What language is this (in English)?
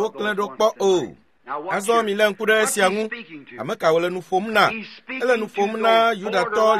Ewe